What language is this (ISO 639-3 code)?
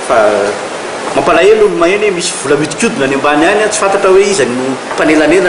mlg